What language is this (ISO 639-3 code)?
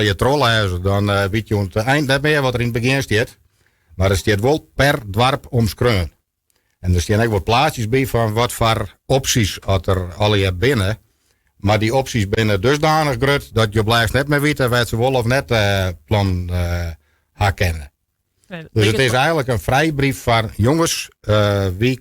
fry